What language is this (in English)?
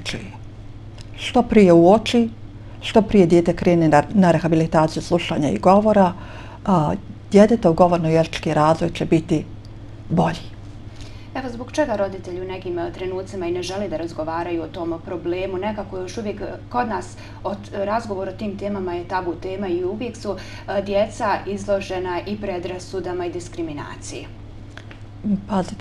Bosnian